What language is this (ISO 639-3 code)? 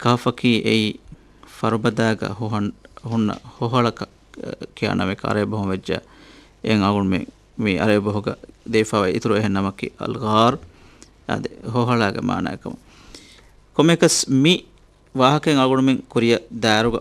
div